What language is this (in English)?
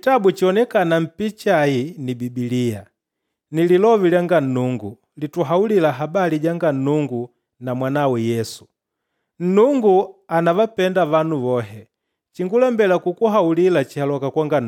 Makonde